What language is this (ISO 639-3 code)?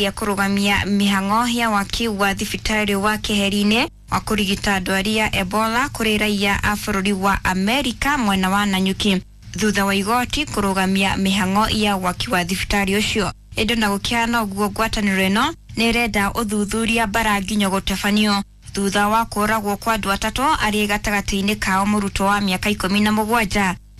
kik